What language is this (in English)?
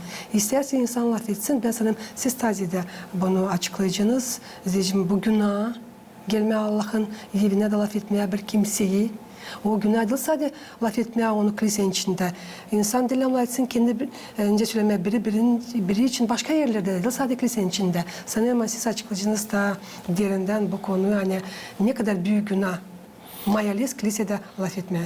Gagauz